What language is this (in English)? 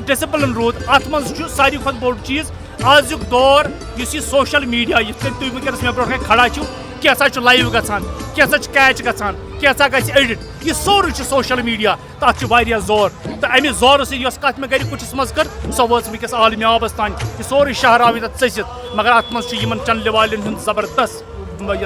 Kashmiri